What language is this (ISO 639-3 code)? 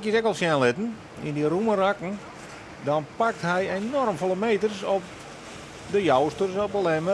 fry